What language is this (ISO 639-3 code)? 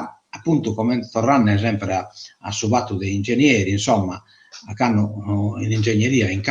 srd